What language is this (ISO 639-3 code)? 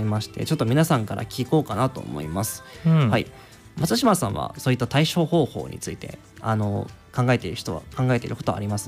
jpn